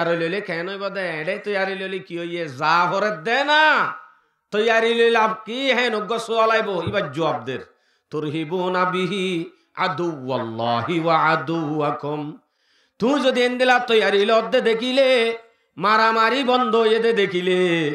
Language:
Rohingya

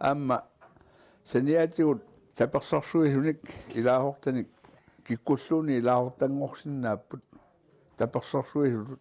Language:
Kalaallisut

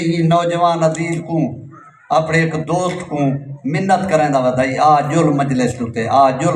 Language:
Saraiki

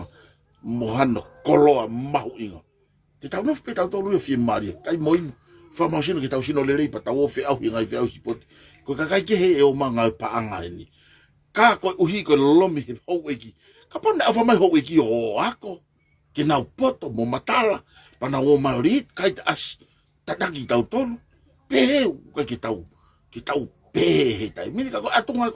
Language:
Tongan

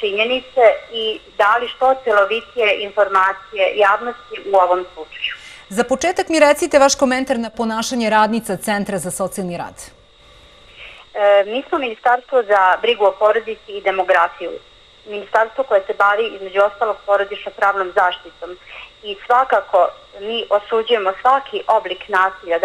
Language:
Serbian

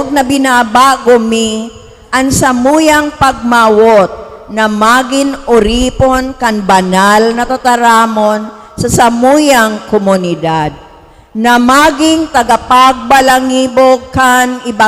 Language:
Bikol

